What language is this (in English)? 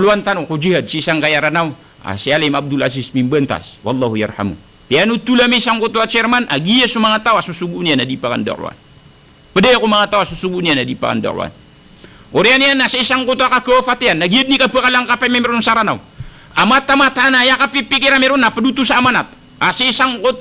Maranao